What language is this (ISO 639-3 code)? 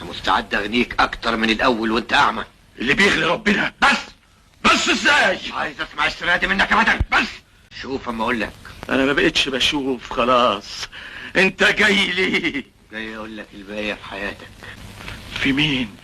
arz